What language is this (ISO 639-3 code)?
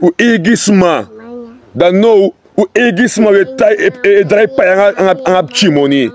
srn